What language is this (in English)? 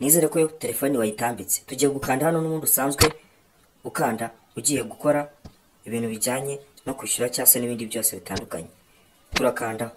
Kinyarwanda